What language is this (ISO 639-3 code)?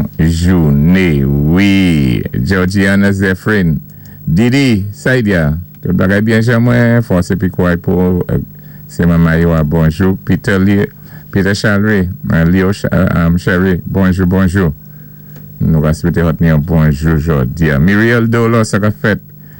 acf